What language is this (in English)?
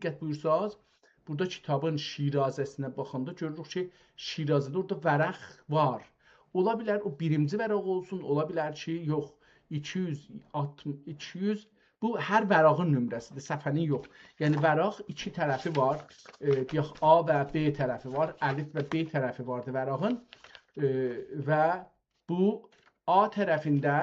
South Azerbaijani